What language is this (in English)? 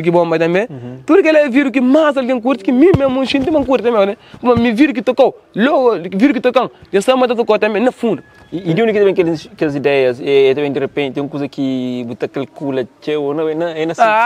Kabuverdianu